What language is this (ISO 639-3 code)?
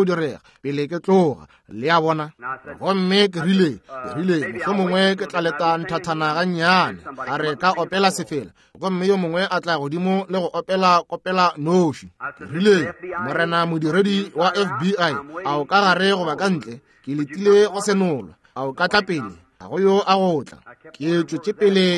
nso